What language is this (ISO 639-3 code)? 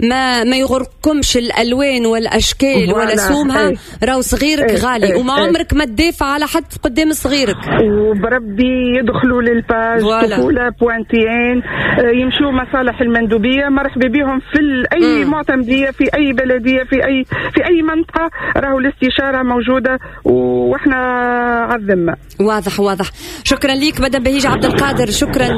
aeb